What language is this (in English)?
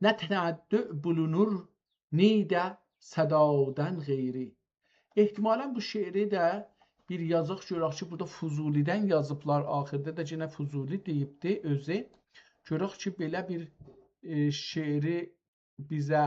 South Azerbaijani